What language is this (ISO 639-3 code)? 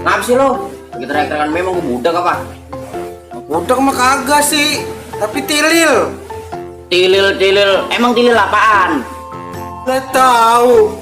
bew